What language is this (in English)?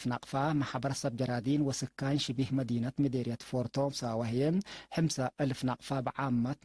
Tigre